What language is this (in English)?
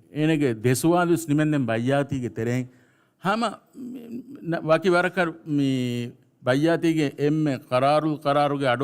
Divehi